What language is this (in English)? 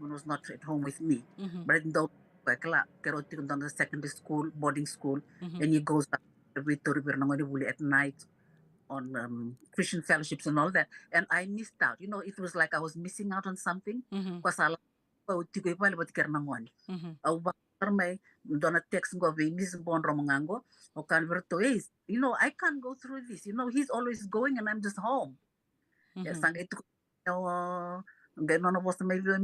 Fijian